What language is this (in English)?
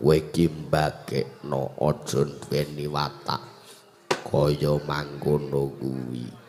Javanese